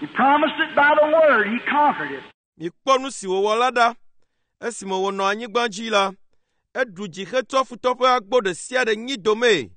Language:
Ewe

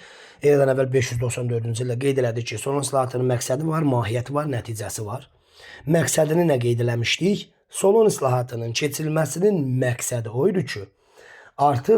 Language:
Azerbaijani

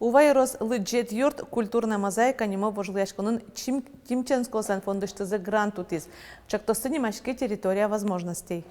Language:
Udmurt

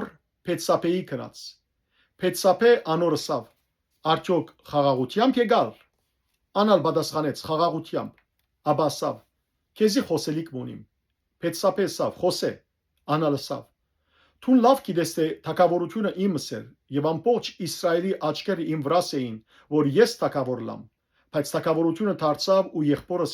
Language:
Western Armenian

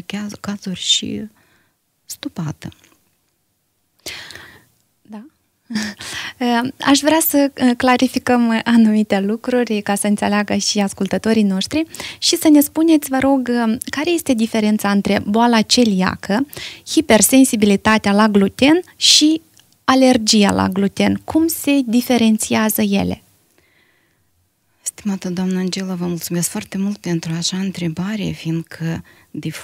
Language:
Romanian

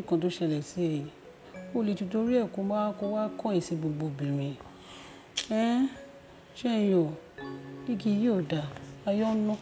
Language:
Yoruba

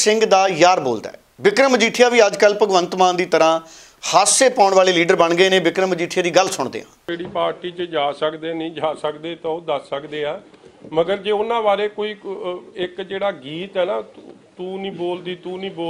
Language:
Punjabi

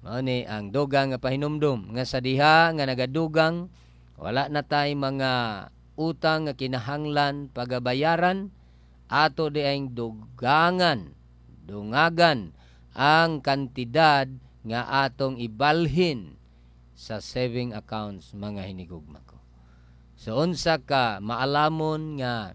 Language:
Cebuano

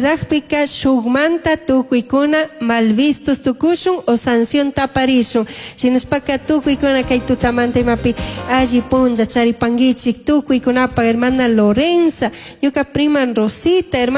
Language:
Chimborazo Highland Quichua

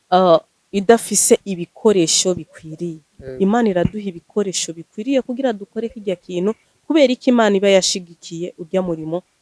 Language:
Rundi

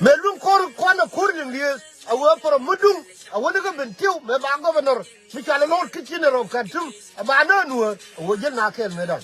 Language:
Nuer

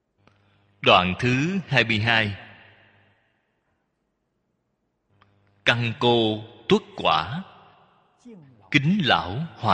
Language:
Vietnamese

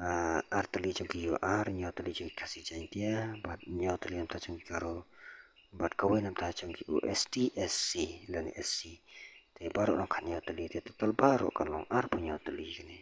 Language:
Khasi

